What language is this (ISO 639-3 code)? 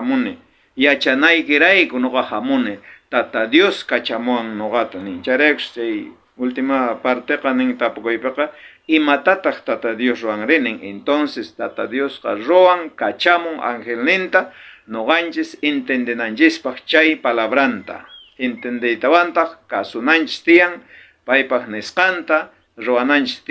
quh